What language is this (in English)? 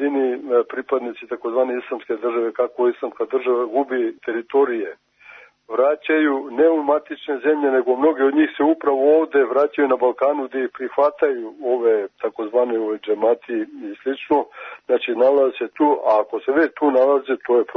Serbian